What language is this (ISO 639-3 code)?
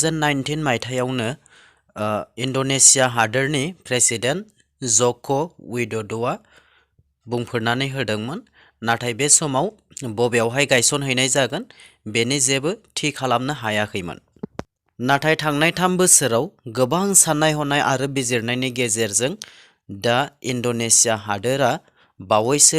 brx